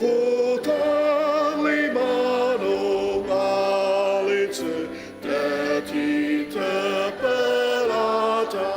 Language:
Ao Naga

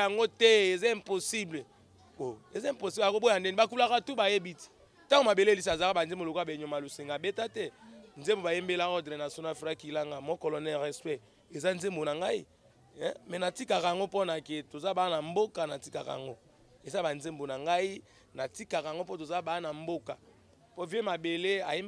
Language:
Lingala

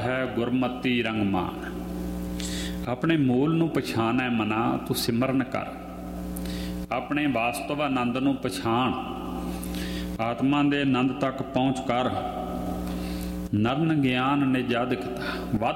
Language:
Punjabi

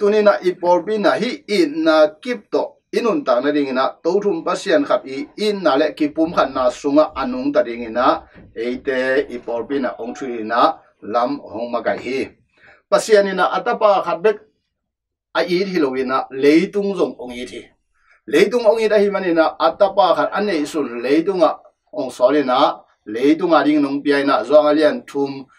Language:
Tedim Chin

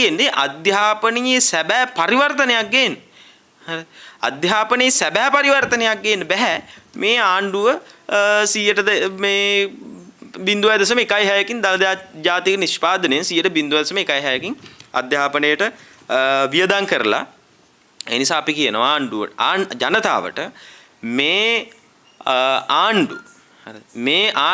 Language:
Sinhala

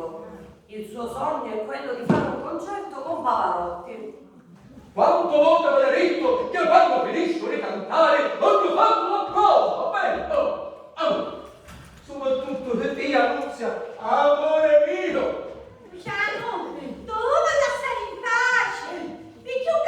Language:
Sicilian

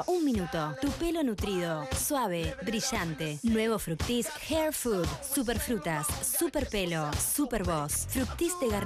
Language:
Spanish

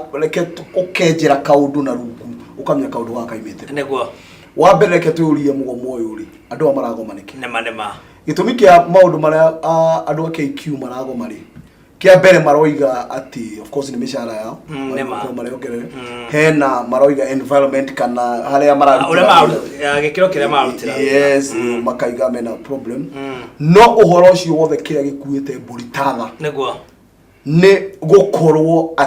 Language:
Kikuyu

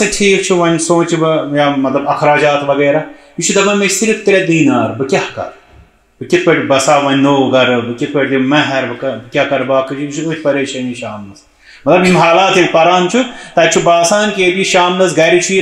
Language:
Kashmiri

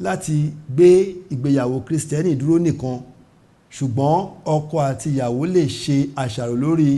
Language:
Yoruba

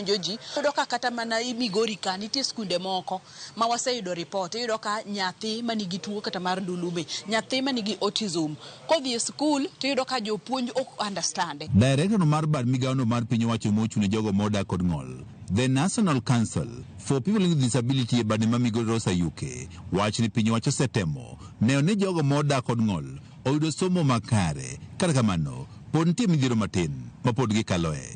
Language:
Luo (Kenya and Tanzania)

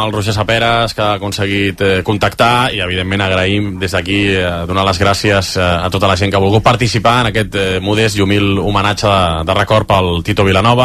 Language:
Catalan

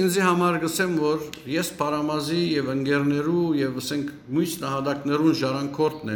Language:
Western Armenian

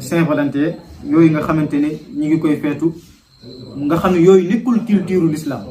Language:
Wolof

